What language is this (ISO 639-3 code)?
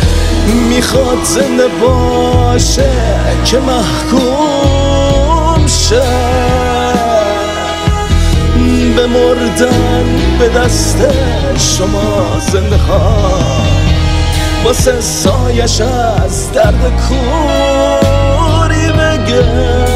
fas